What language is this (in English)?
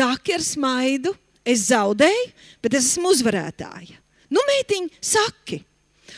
Latvian